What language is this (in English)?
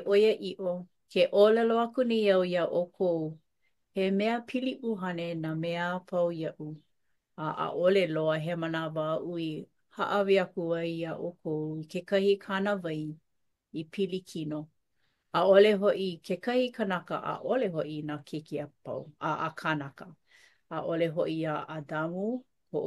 Hawaiian